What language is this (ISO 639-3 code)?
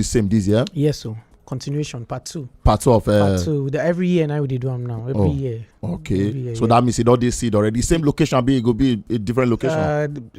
pcm